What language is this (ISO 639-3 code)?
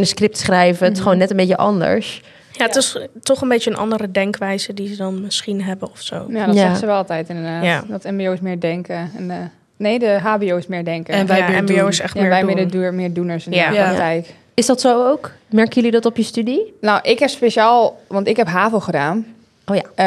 nld